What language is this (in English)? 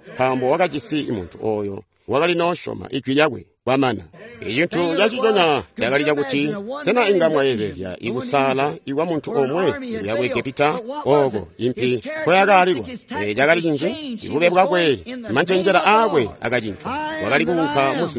Tonga (Zambia)